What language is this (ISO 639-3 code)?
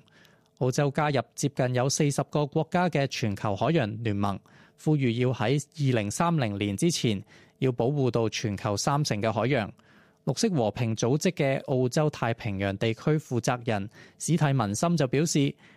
yue